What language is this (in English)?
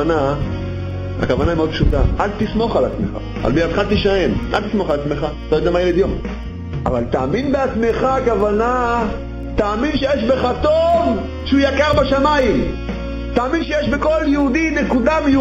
Hebrew